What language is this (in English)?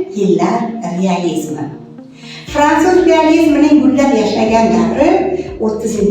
Uzbek